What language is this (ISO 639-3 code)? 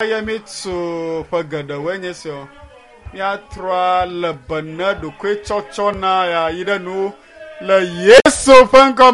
ewe